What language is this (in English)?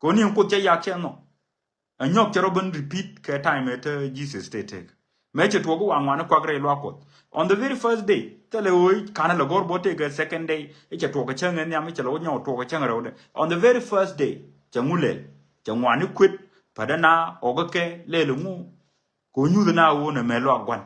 Nuer